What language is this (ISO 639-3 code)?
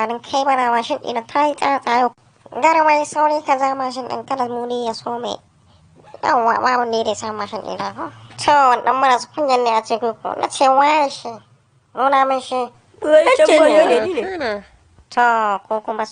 hau